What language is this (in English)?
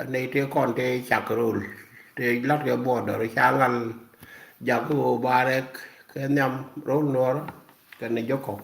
Nuer